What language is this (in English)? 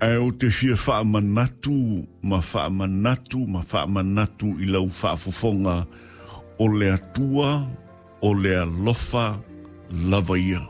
Samoan